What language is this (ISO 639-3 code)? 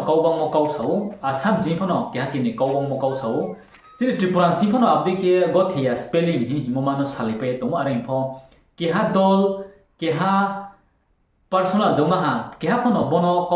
ria